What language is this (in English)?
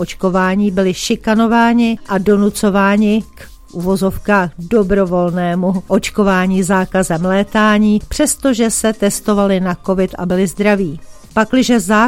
Czech